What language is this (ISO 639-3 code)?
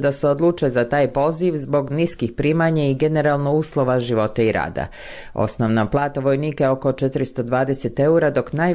bos